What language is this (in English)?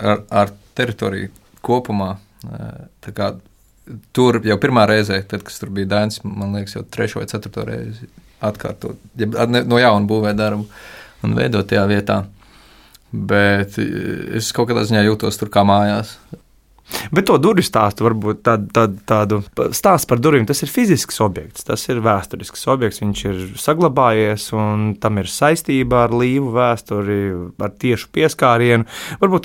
Latvian